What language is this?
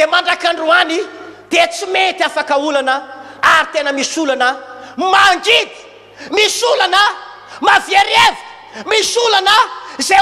Malagasy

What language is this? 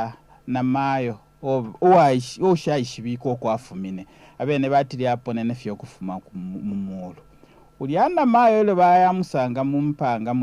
Bemba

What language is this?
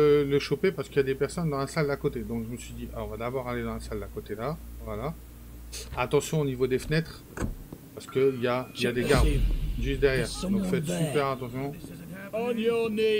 French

